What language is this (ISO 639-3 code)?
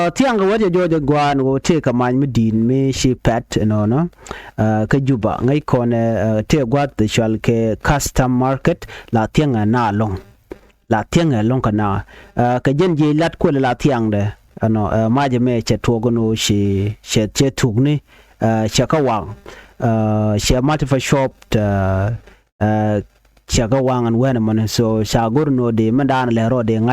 nus